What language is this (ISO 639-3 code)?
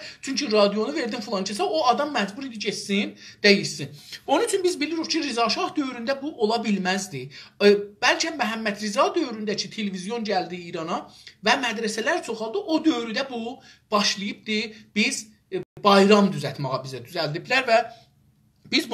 azb